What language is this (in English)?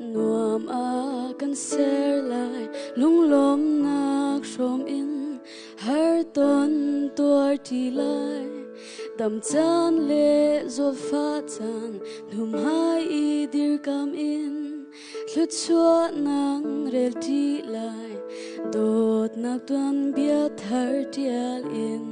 Hakha Chin